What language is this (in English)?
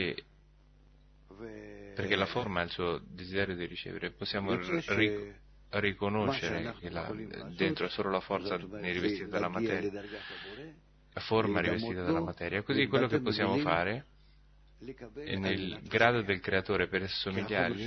Italian